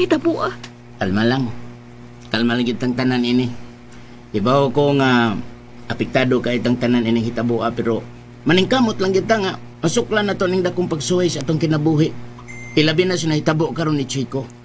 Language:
Cebuano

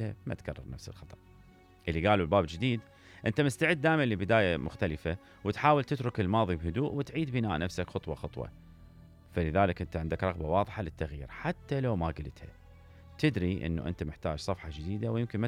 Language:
Mesopotamian Arabic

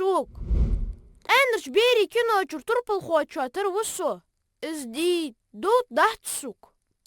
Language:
Ingush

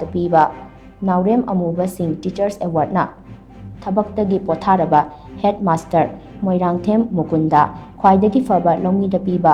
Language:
Manipuri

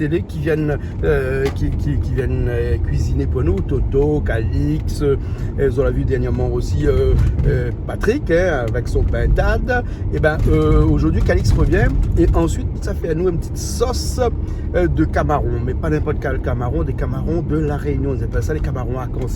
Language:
Réunion Creole French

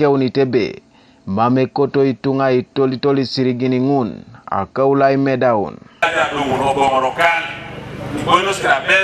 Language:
Teso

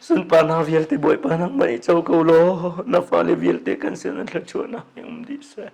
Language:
Hakha Chin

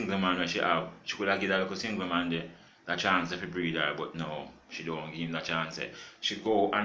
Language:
Jamaican Creole English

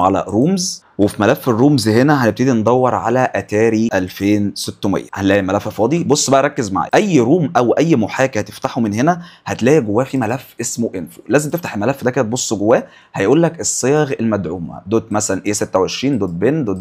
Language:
Egyptian Arabic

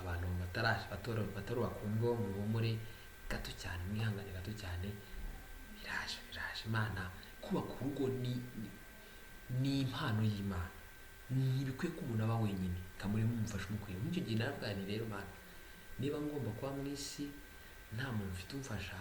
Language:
Kinyarwanda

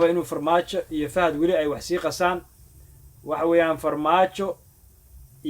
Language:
Somali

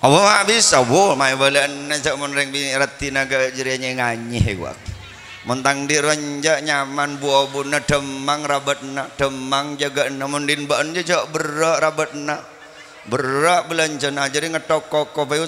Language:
Madurese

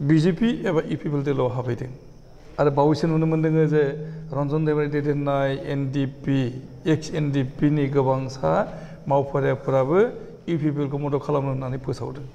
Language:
Bodo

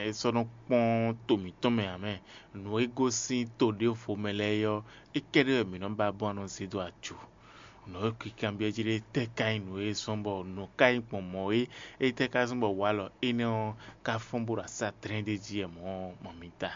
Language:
Fon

